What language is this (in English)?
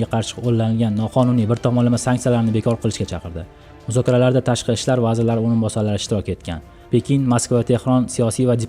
Uzbek